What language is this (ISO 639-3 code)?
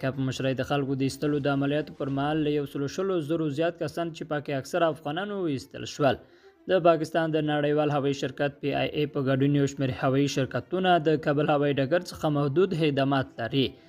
pus